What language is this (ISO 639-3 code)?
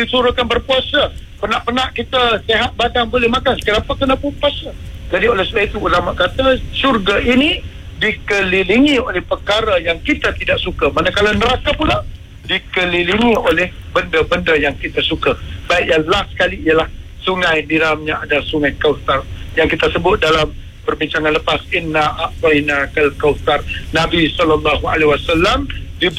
msa